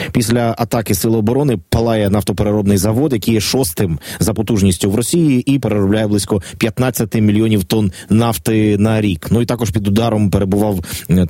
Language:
Ukrainian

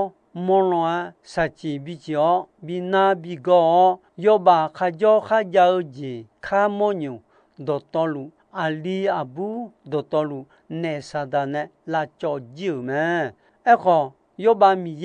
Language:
Akha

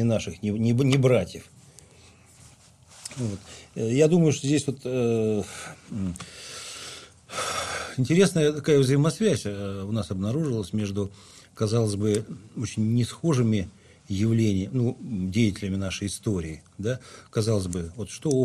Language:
Russian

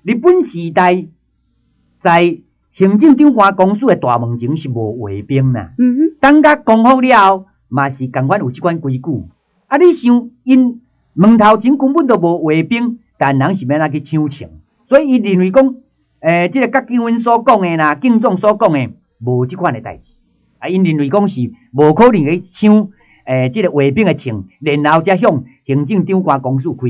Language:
Min Nan Chinese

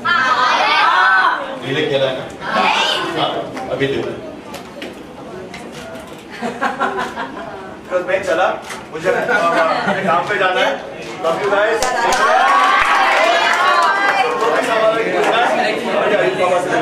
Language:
Hindi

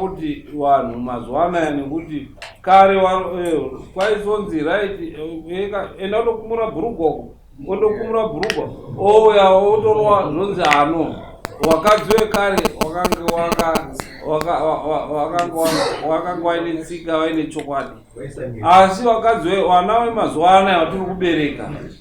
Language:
Shona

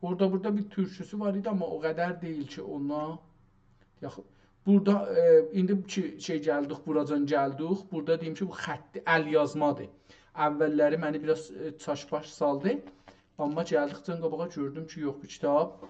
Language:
South Azerbaijani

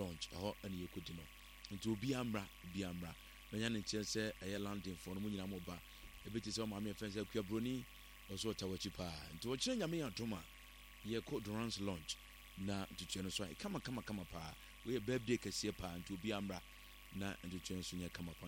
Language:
Akan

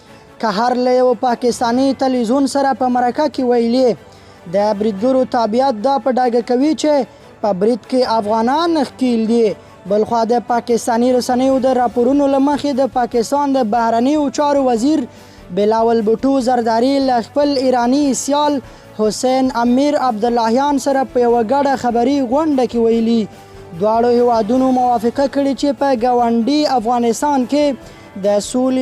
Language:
Pashto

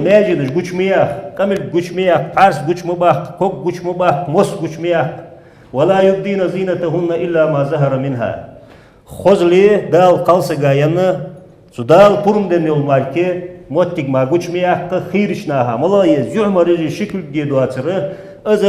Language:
Ingush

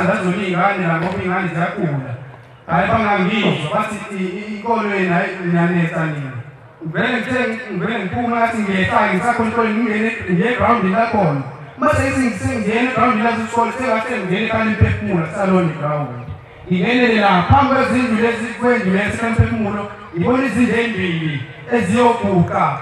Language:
Zulu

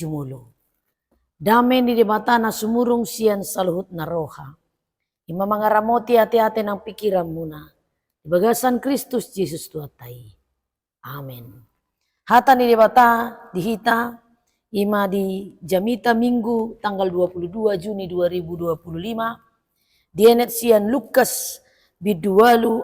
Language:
Batak Toba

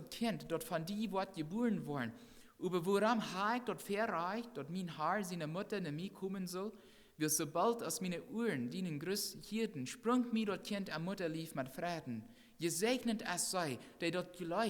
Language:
Plautdietsch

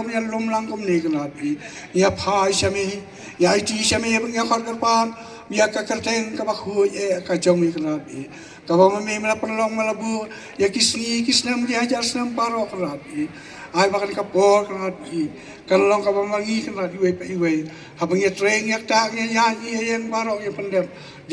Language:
Khasi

